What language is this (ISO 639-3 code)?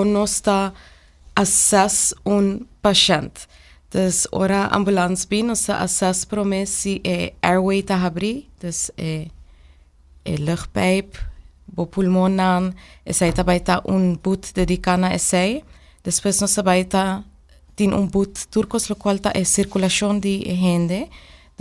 pap